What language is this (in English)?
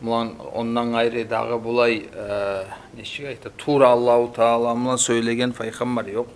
Kumyk